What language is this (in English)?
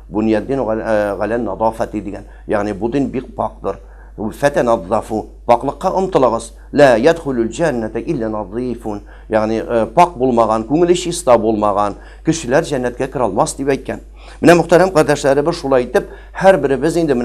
Tatar